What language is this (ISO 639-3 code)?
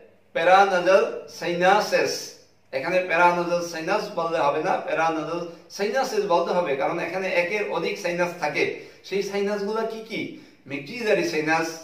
ben